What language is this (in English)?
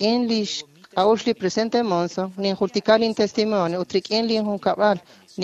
Kekchí